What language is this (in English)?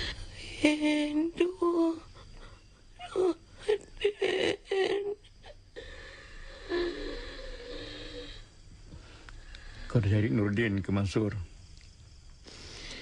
Malay